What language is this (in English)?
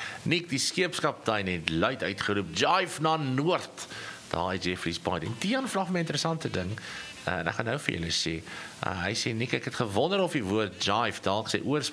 Afrikaans